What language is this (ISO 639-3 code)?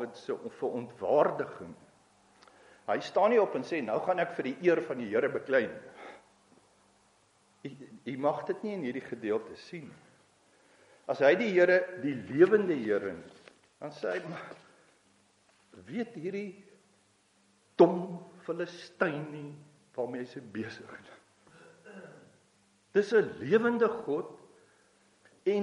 afr